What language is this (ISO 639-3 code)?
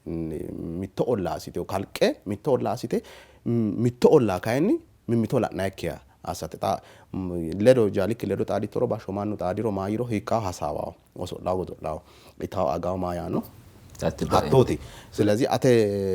sid